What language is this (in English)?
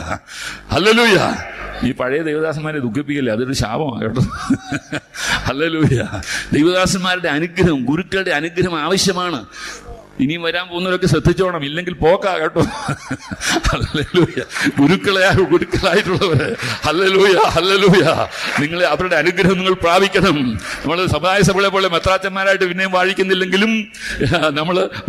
Malayalam